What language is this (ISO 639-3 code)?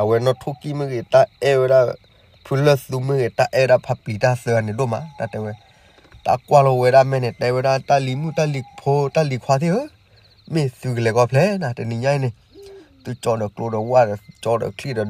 ksw